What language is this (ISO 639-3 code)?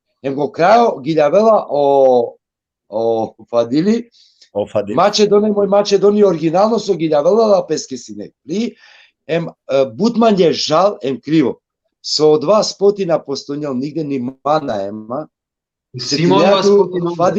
rmn